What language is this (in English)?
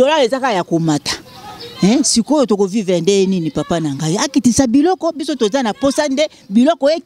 Lingala